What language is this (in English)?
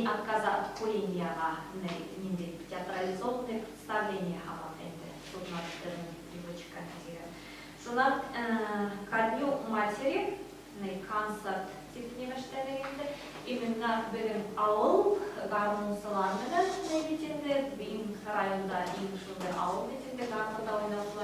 Bashkir